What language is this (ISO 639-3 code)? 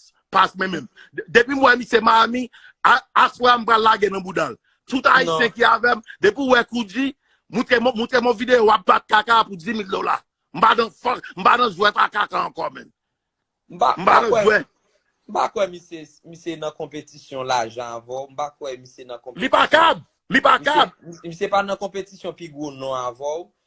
hat